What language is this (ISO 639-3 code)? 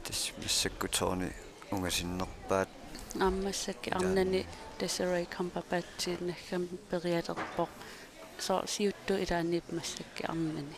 kal